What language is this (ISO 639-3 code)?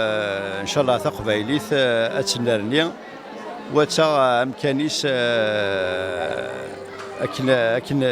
kab